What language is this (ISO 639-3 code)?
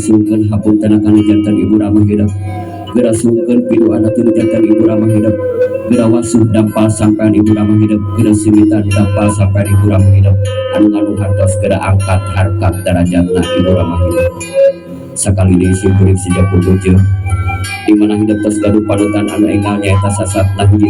sun